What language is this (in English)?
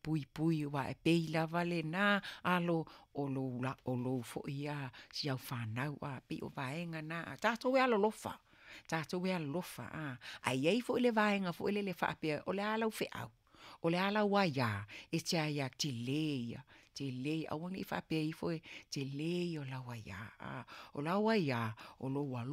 Samoan